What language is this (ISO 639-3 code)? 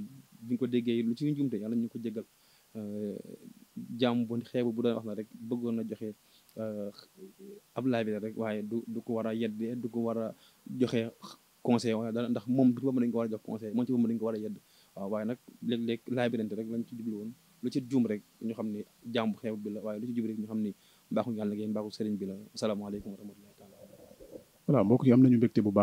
wol